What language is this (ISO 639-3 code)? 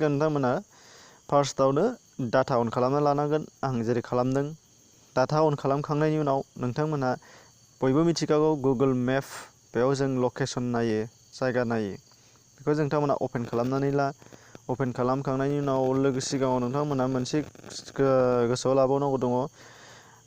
brx